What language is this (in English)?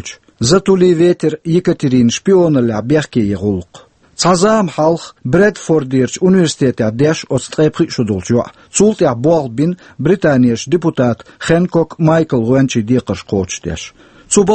Chechen